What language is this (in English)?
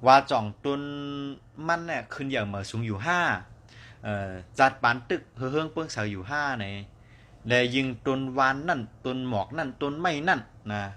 Shan